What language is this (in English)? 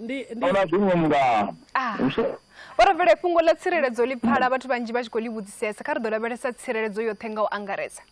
Venda